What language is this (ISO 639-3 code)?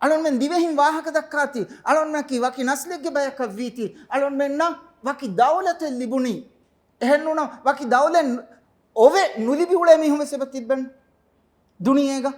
div